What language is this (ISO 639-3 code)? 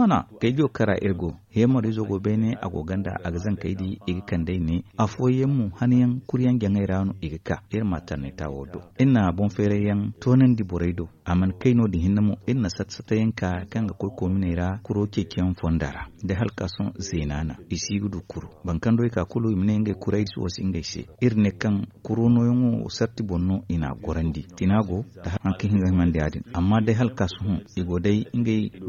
dje